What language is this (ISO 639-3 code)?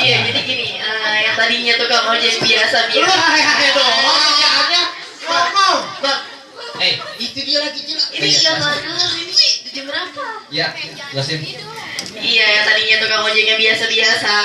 bew